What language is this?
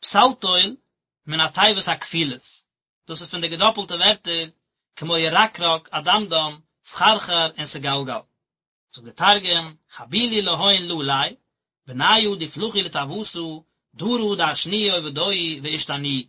Yiddish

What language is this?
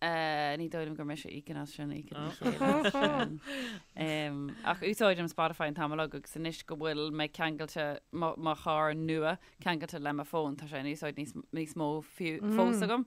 Irish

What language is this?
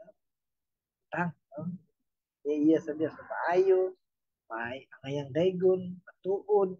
Cebuano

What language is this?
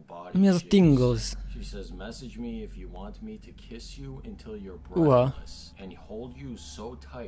Hungarian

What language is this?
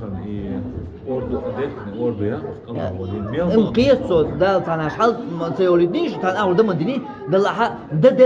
Chechen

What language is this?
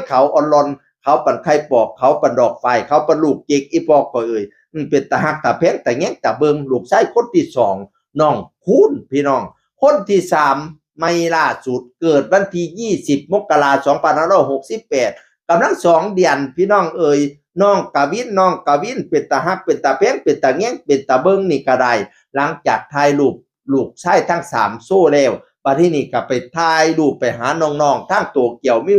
Northeastern Thai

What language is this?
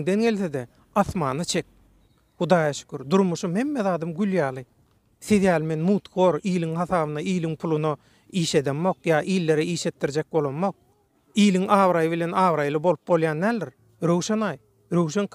Turkmen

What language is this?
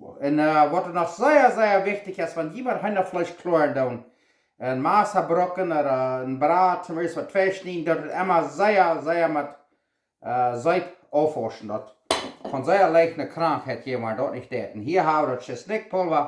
Plautdietsch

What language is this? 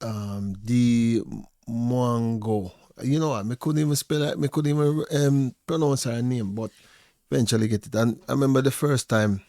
Jamaican Creole English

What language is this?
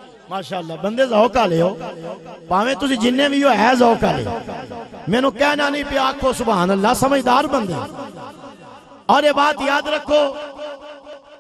Western Panjabi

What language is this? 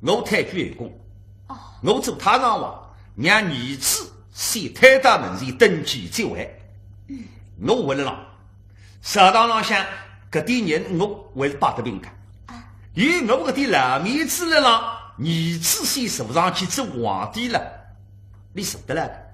Wu Chinese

